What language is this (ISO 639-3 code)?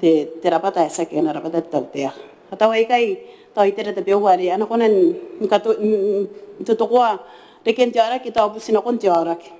gil